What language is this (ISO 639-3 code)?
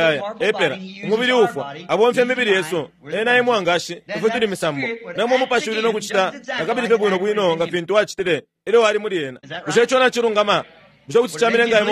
bem